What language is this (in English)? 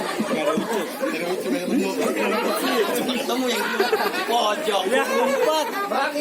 Betawi